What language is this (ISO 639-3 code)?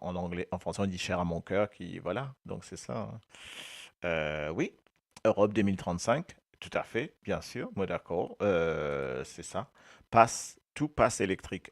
mfe